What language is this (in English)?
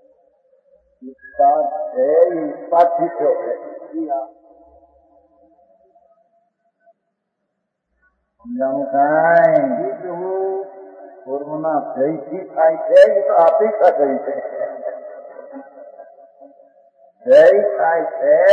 Gujarati